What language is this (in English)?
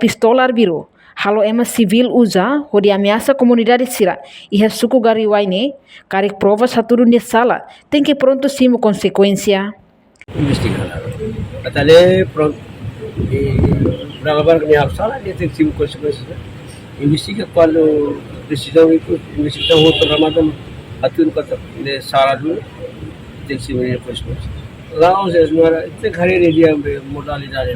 Tetum